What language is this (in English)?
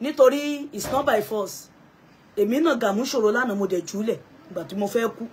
Yoruba